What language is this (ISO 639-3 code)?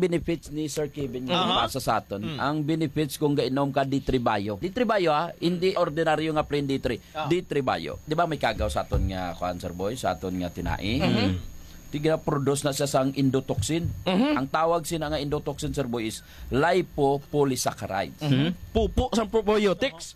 hil